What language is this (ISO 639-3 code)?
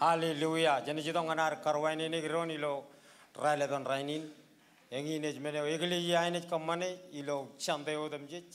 mah